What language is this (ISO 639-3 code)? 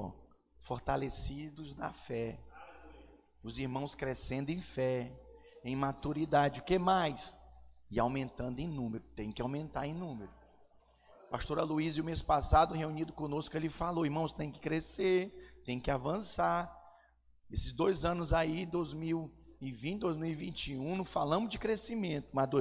por